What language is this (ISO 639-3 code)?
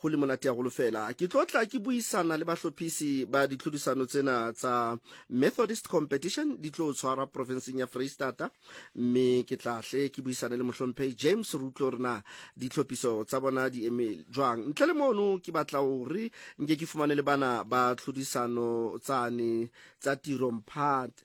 tsn